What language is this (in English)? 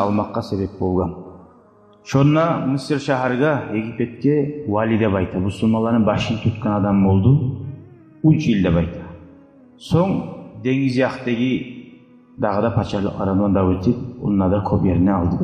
Kumyk